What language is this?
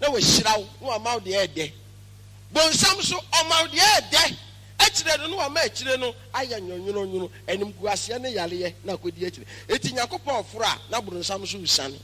Akan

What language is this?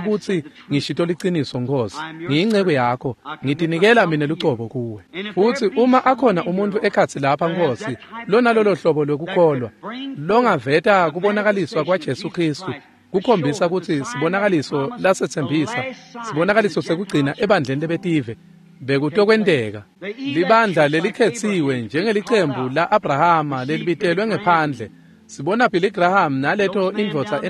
Swati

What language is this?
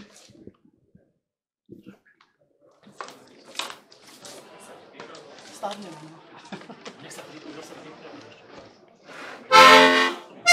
Slovak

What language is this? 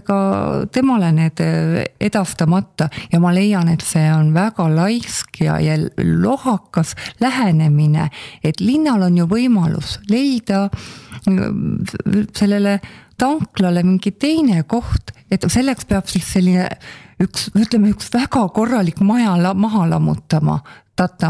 Estonian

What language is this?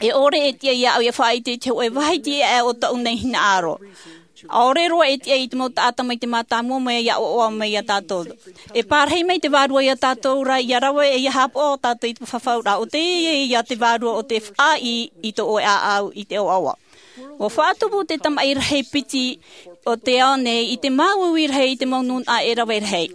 Tahitian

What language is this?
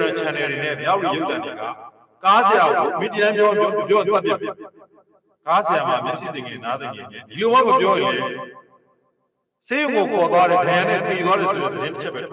Burmese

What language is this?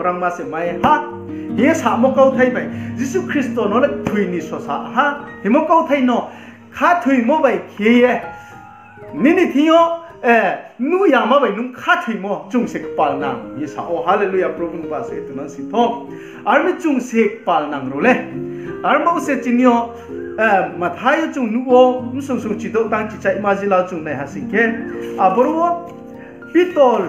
Riang (India)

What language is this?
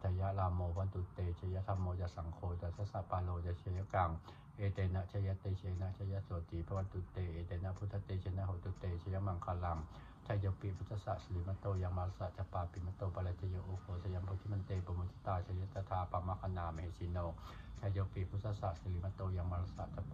Pali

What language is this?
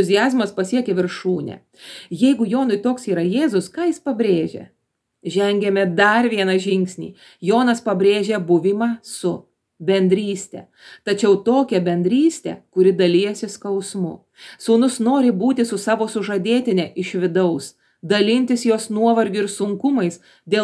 Lithuanian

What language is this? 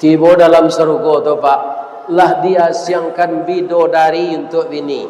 Minangkabau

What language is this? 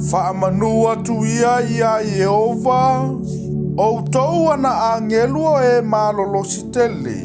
Samoan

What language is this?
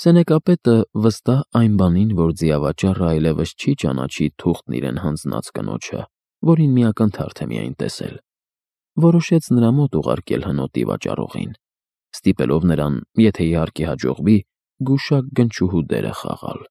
Armenian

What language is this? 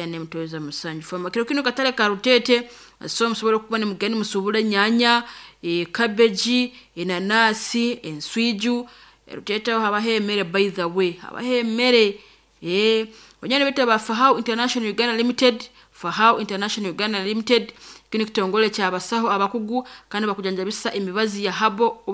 Nyoro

